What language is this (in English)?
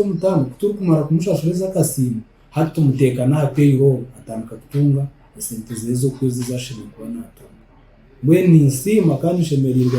Nyankole